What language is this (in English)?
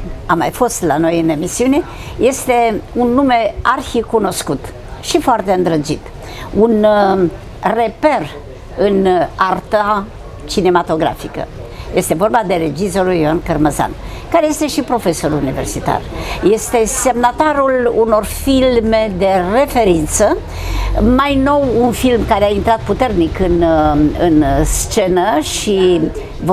Romanian